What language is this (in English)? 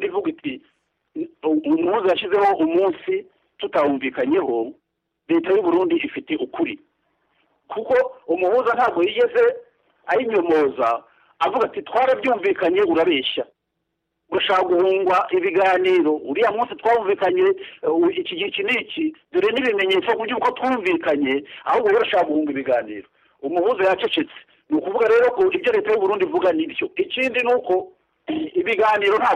Kinyarwanda